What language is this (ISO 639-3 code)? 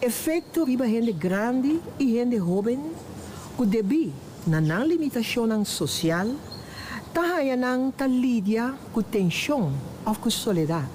pap